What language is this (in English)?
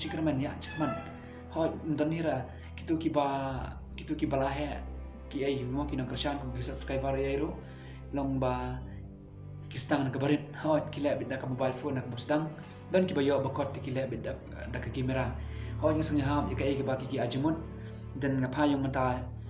Khasi